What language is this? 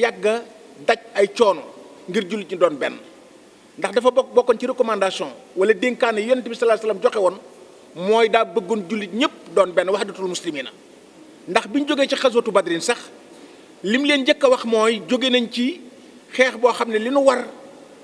Wolof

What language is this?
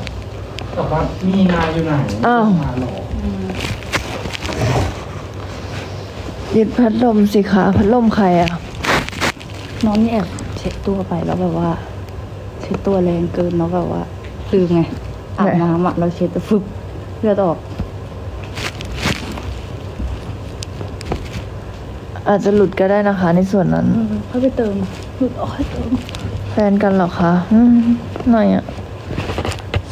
Thai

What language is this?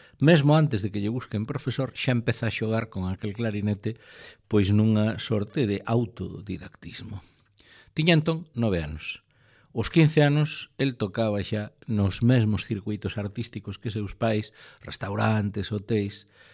Galician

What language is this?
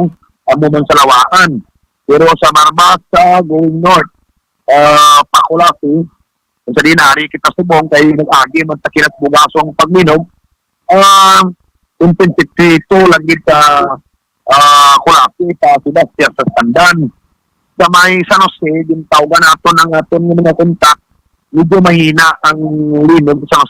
Hiligaynon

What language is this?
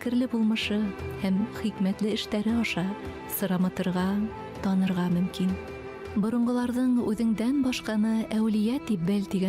Bashkir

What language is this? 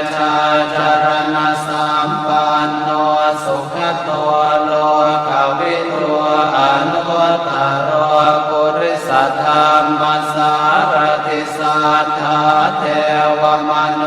Pali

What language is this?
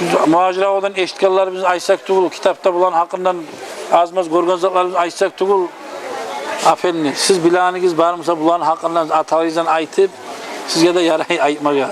Kumyk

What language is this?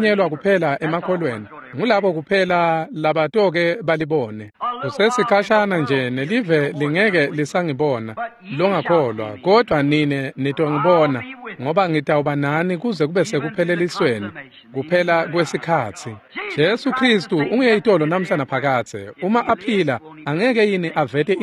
Swati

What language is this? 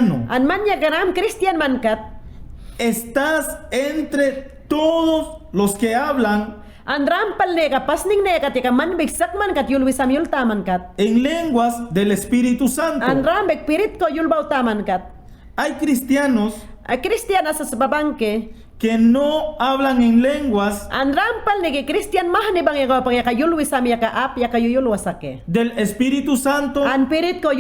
Mayangna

